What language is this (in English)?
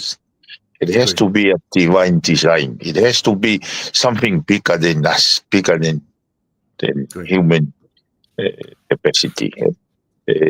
Tongan